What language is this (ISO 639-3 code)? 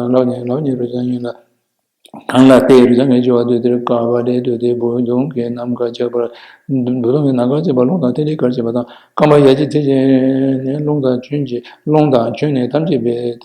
bod